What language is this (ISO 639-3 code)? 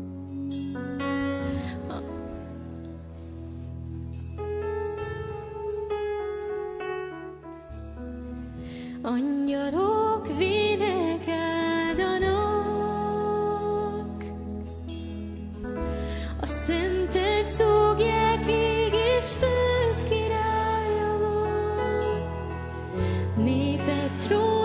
hun